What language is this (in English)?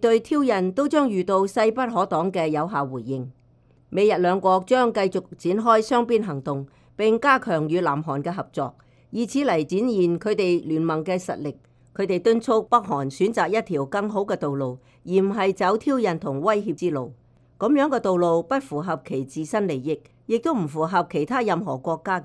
Cantonese